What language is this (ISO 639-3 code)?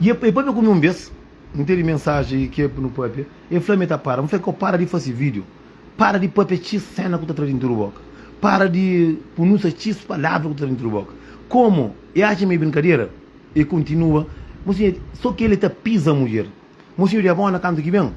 kea